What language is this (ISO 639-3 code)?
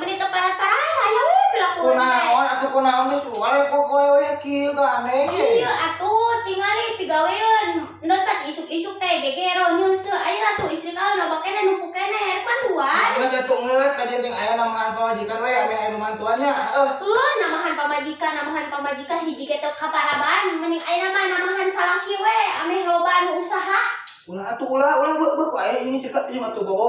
sun